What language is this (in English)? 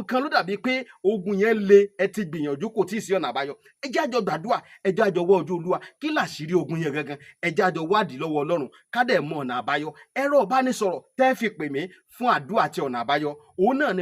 Yoruba